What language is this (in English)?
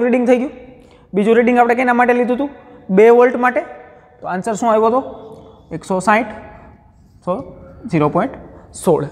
Gujarati